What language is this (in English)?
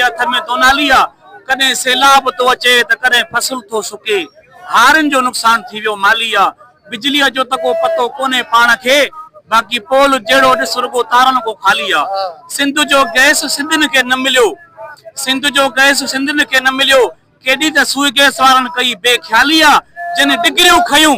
Sindhi